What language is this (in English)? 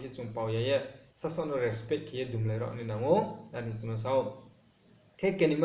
Riang (India)